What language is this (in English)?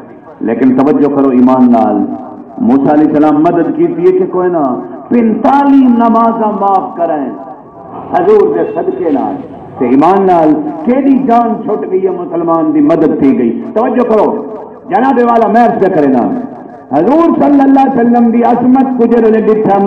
Saraiki